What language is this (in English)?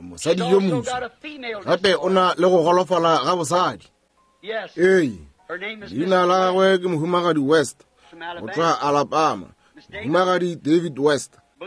Northern Sotho